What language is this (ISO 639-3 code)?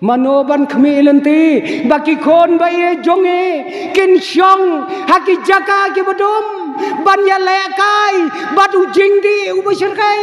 kha